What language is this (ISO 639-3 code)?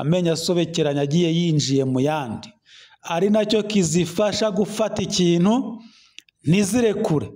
kin